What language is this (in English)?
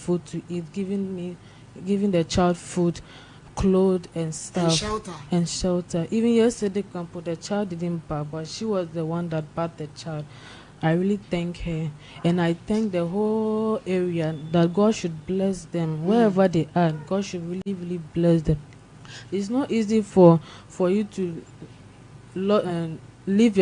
Akan